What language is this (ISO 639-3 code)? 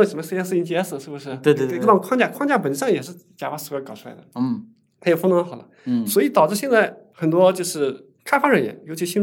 zho